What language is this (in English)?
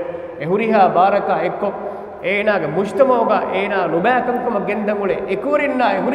Divehi